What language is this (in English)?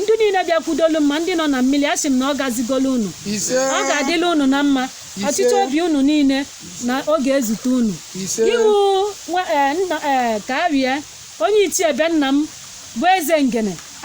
Igbo